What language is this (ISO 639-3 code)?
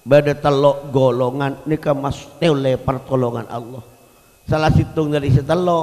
mad